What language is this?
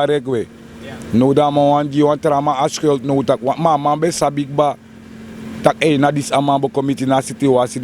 Sranan Tongo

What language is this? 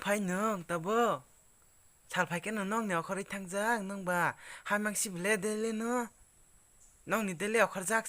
Kok Borok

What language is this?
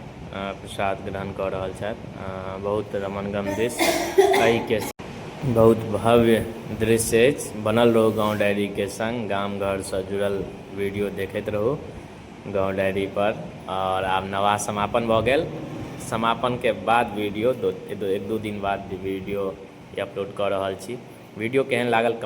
Maithili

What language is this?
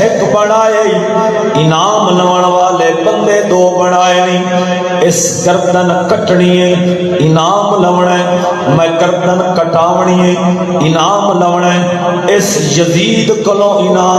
Saraiki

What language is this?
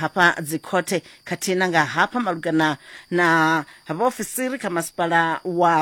Venda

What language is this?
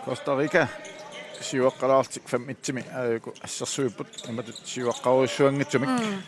Kalaallisut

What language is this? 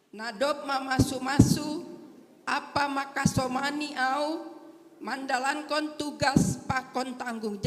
Batak Simalungun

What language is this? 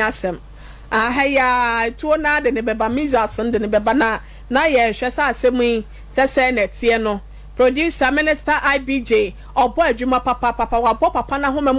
Akan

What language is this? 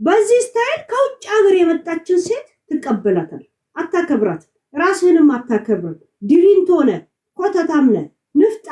Amharic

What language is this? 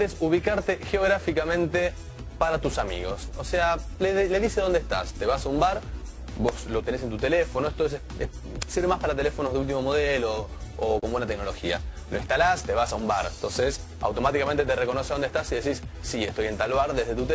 Spanish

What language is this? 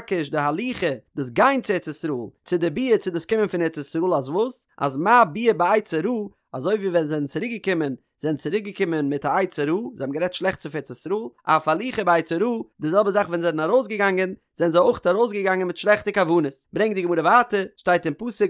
Yiddish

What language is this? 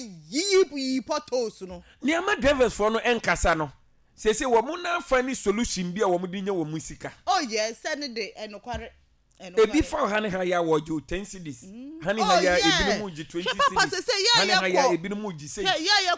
Akan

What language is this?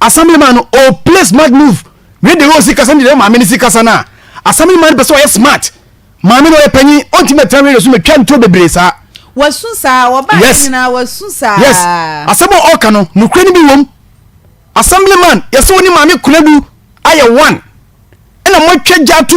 Akan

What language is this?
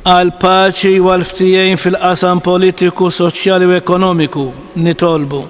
Maltese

